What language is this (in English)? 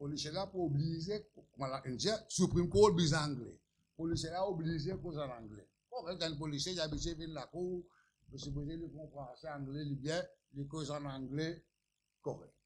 Morisyen